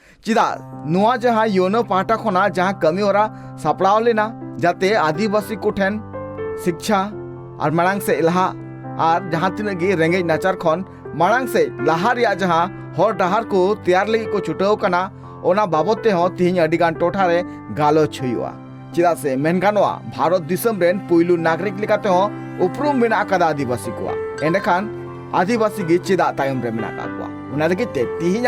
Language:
Santali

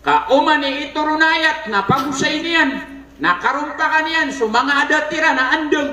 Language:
Maranao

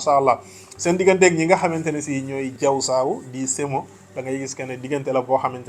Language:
Wolof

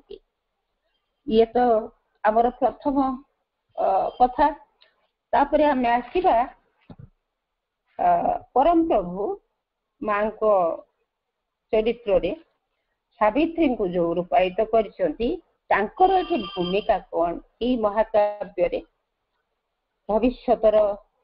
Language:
Odia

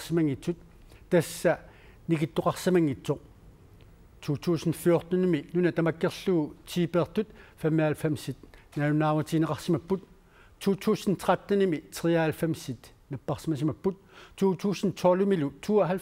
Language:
Kalaallisut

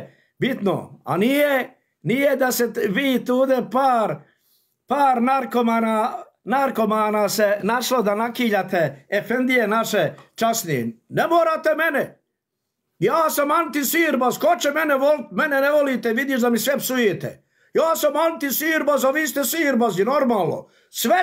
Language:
Bosnian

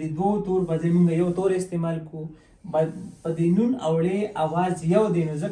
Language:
Pashto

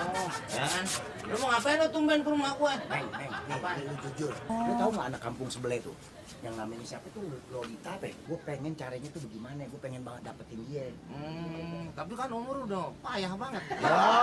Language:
Betawi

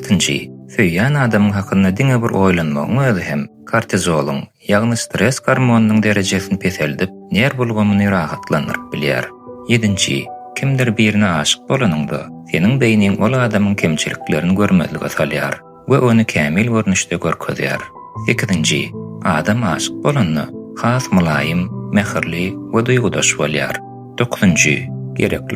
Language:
Turkmen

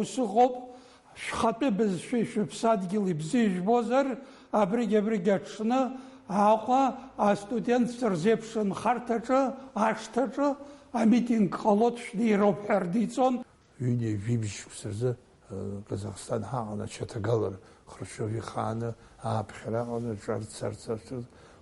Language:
Abkhazian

